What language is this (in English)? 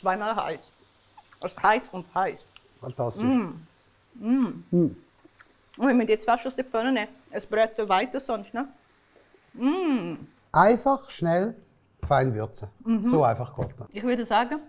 Swiss German